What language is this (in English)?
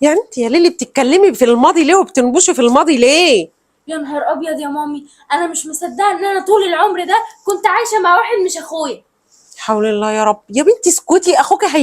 Egyptian Arabic